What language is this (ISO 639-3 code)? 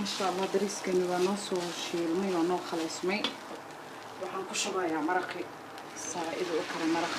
som